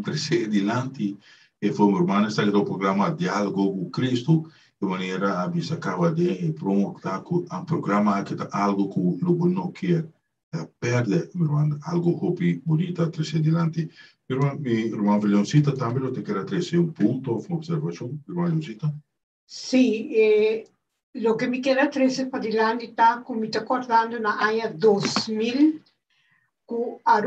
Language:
Papiamento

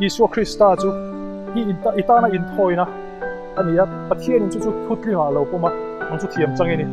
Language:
Mizo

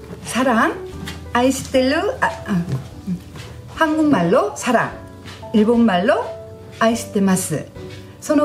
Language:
Korean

